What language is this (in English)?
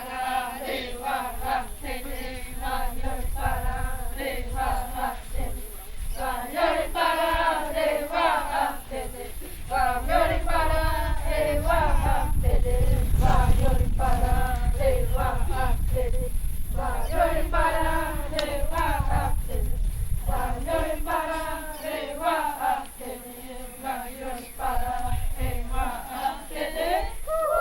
Xavánte